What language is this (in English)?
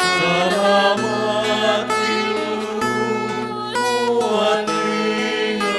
Pampanga